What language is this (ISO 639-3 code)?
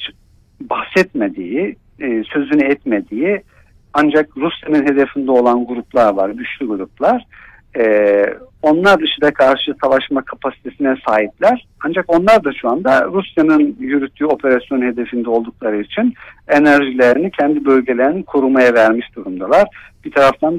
tur